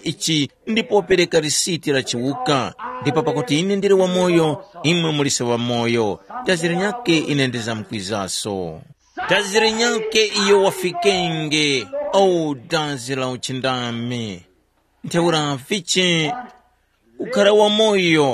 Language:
Tumbuka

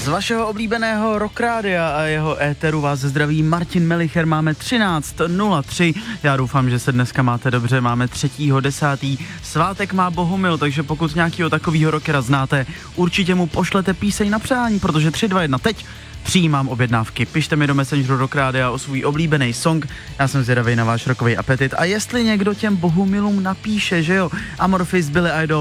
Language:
Czech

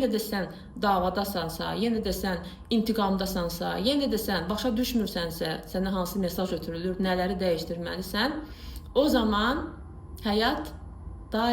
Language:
Azerbaijani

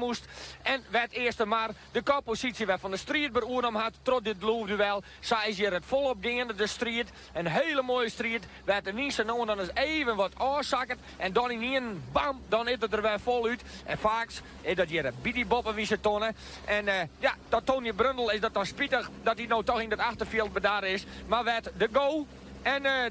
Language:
Western Frisian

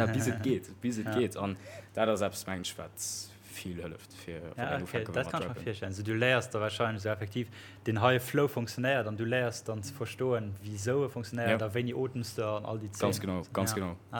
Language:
Luxembourgish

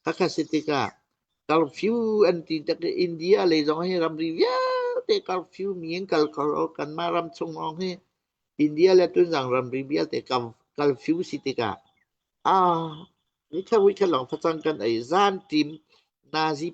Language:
Hakha Chin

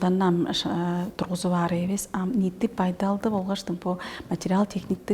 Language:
Tuvinian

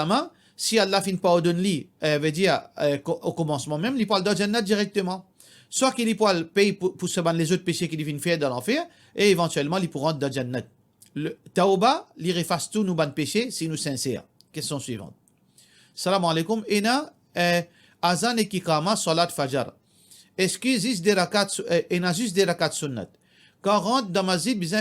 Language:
Morisyen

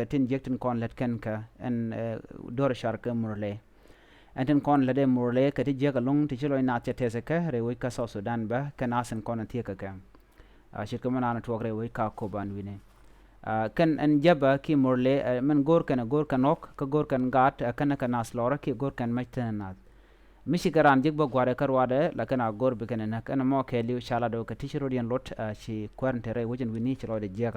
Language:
Nuer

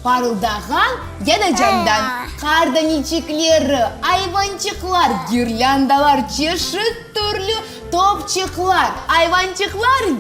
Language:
Crimean Tatar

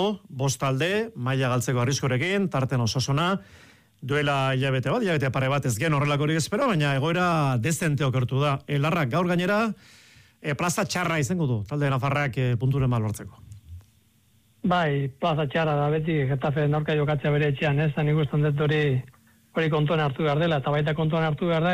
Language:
Basque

